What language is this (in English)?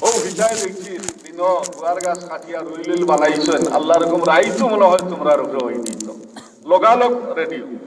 Sylheti